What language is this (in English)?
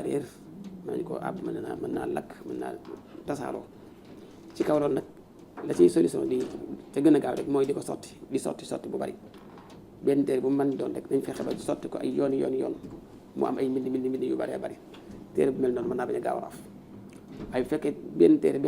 Wolof